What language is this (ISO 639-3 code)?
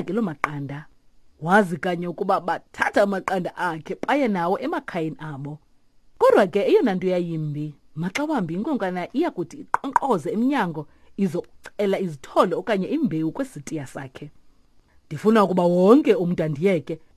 xho